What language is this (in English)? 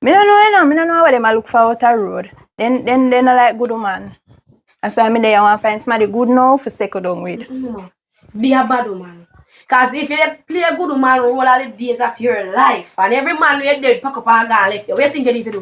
Jamaican Creole English